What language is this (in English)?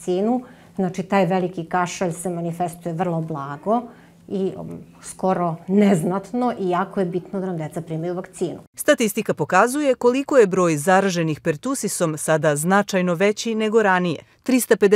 Croatian